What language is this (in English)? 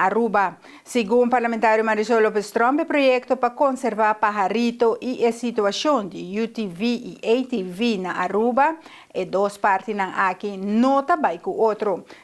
Papiamento